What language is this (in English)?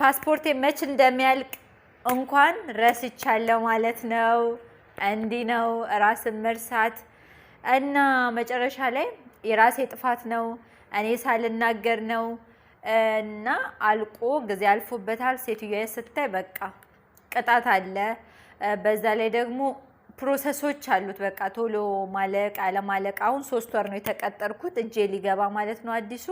Amharic